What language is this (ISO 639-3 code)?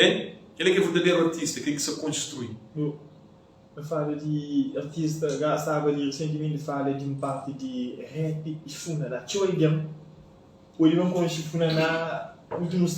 kea